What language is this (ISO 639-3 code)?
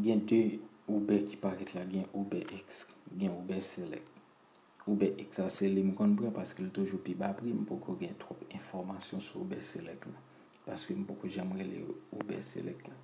hat